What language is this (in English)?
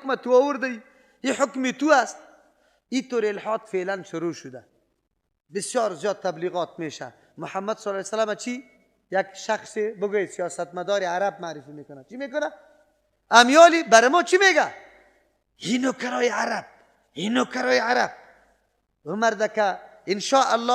Persian